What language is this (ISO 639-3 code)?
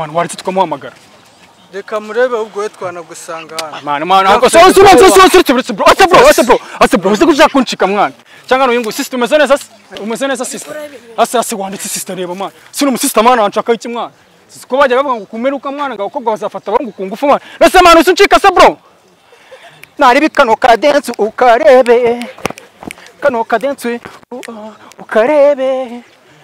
kin